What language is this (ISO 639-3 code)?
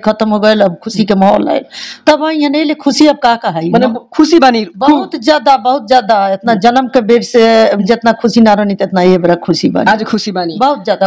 bho